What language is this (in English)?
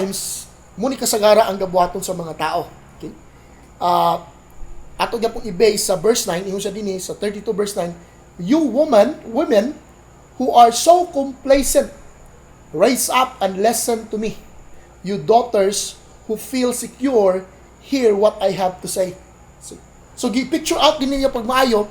Cebuano